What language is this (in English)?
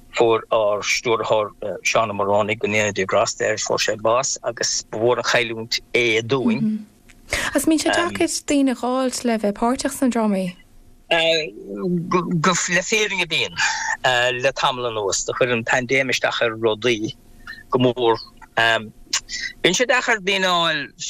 Irish